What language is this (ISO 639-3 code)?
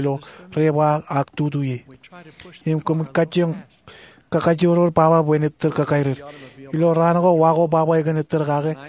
mah